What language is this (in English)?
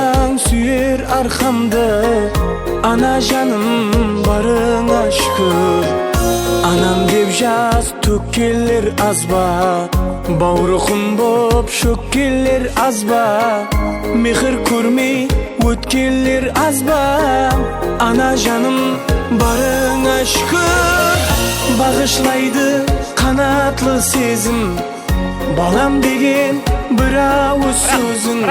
Kara-Kalpak